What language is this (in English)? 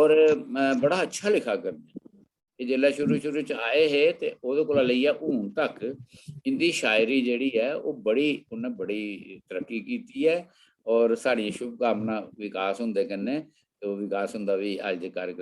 Dogri